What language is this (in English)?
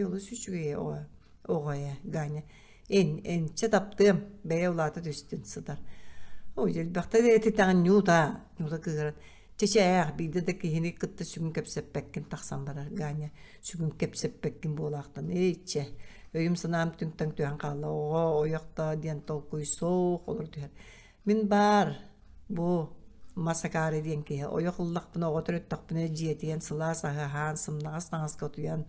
Yakut